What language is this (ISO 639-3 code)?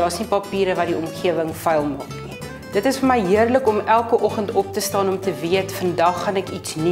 afr